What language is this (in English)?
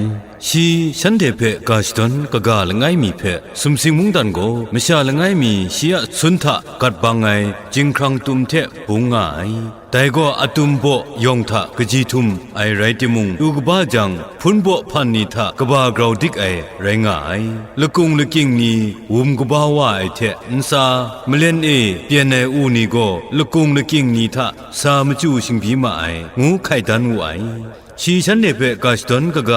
Kachin